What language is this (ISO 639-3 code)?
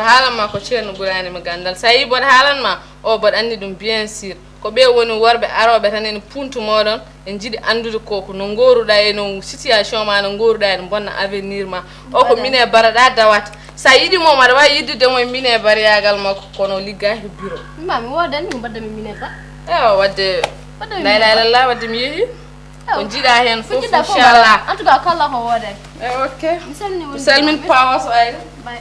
ful